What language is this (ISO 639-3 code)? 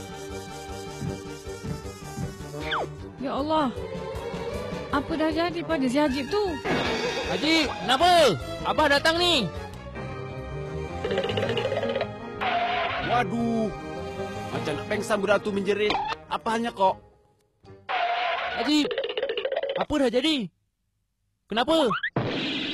msa